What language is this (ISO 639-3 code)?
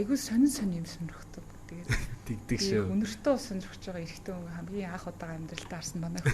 mon